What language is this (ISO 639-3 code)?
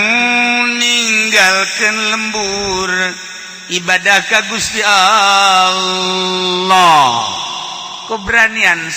sun